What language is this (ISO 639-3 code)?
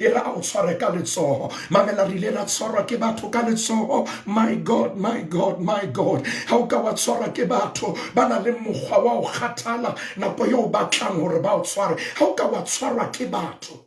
sot